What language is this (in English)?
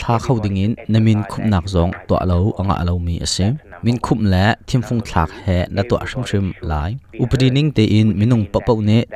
Hakha Chin